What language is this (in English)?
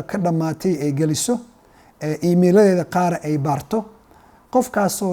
Somali